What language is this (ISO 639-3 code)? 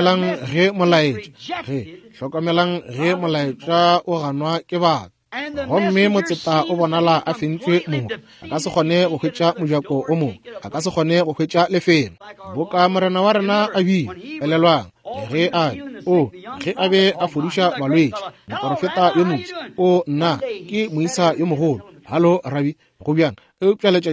nso